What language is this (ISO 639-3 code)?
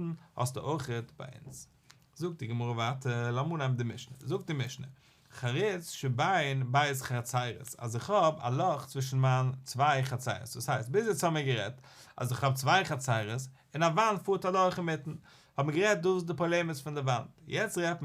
yid